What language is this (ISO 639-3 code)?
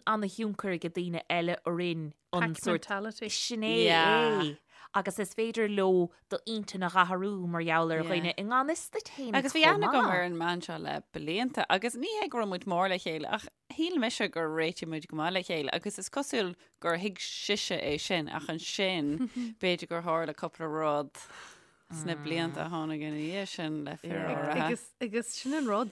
gle